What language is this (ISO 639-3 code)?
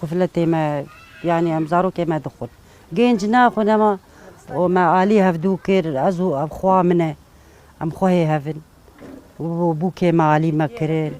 kur